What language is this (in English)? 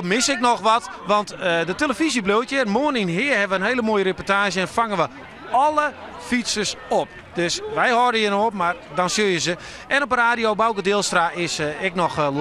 Western Frisian